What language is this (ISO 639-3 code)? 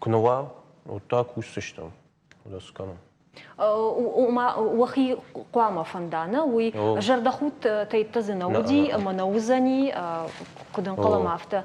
oss